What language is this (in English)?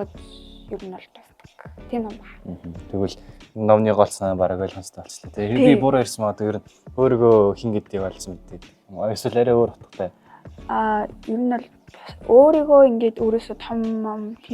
Mongolian